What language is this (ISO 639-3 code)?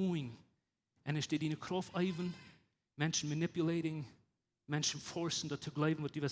pdt